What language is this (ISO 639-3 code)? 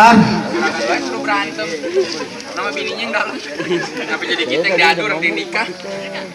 bew